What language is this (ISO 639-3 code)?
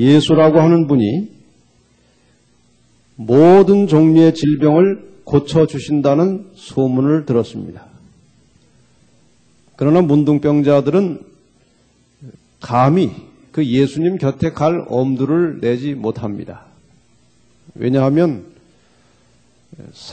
kor